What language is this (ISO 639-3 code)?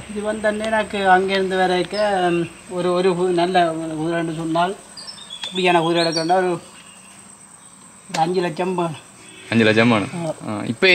tam